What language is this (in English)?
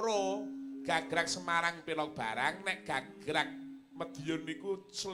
Javanese